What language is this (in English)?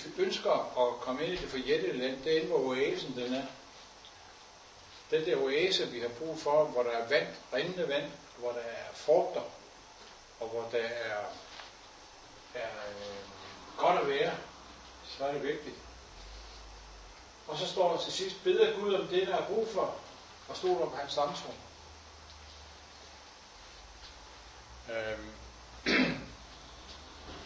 Danish